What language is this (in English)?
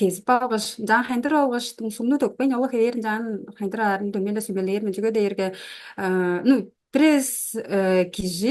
Tuvinian